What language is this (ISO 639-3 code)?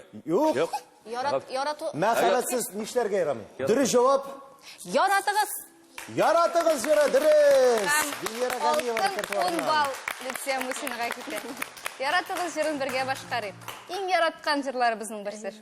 tat